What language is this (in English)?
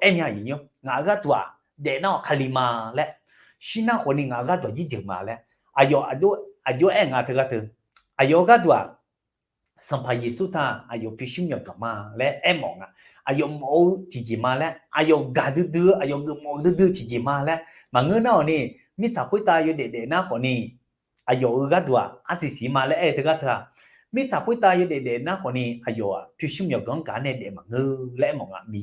Akha